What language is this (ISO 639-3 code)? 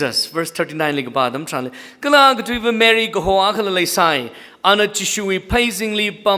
nmf